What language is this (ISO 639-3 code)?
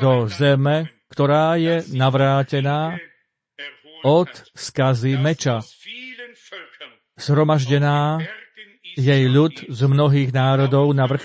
slk